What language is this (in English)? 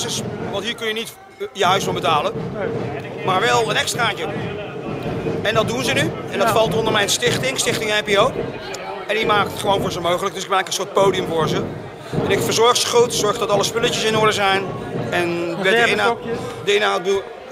Dutch